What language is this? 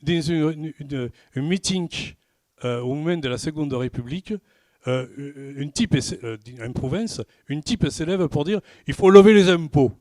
Occitan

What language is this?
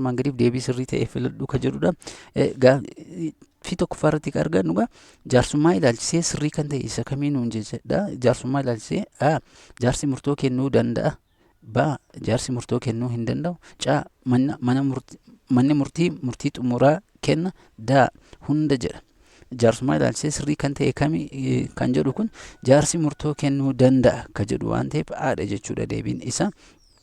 Oromo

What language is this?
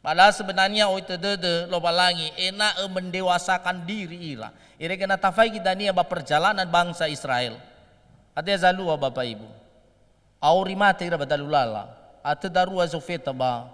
Nias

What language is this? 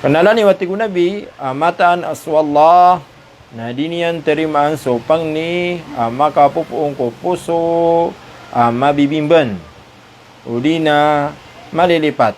Maranao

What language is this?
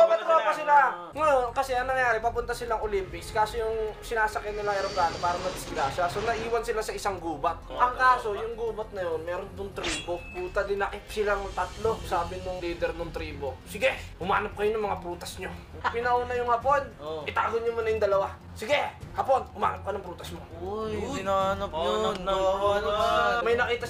Filipino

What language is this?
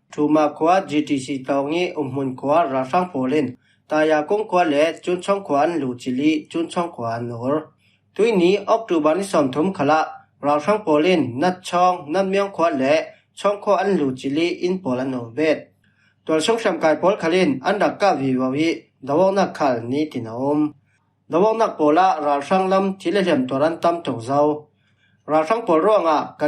Falam Chin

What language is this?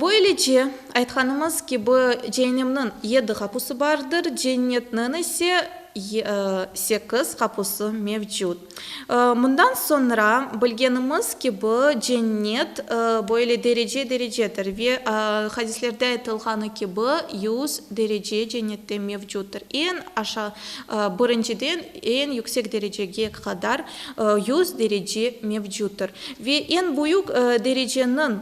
Crimean Tatar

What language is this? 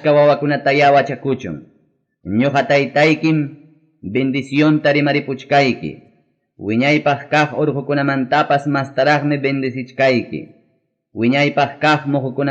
Ayacucho Quechua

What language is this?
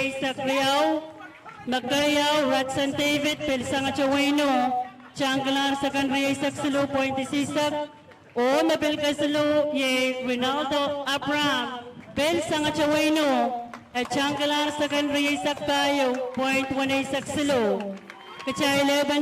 Pohnpeian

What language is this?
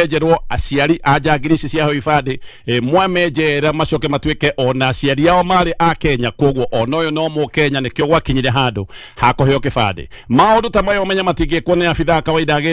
Kikuyu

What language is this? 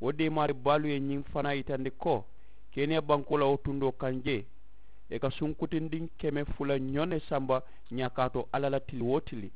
Mandingo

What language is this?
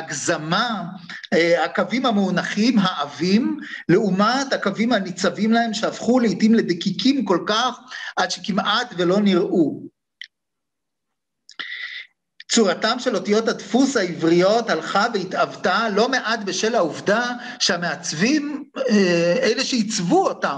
Hebrew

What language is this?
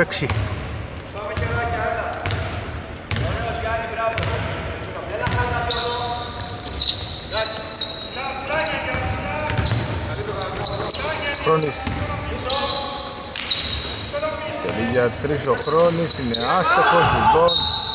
Greek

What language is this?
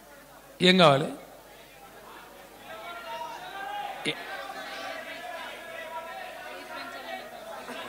Telugu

